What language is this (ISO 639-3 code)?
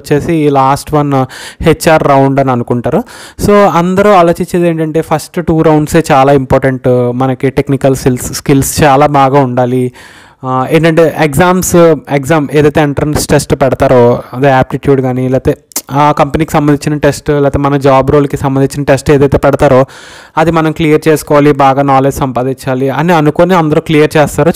tel